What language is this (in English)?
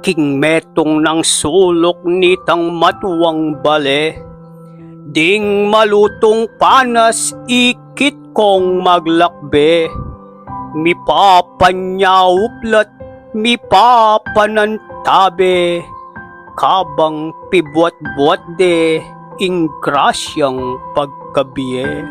Pampanga